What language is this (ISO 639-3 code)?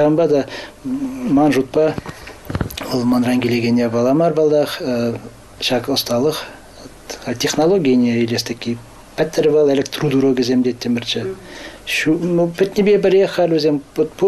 chv